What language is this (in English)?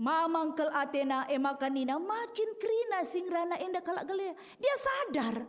Batak Karo